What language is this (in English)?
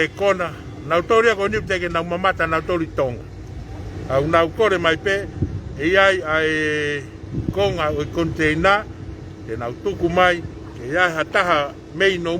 Tongan